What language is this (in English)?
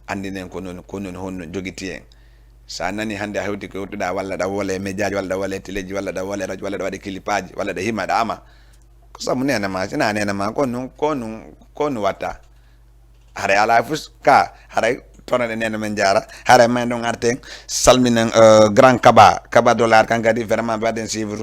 Fula